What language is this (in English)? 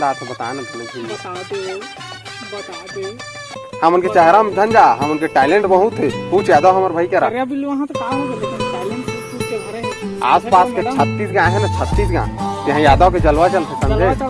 Chhattisgarhi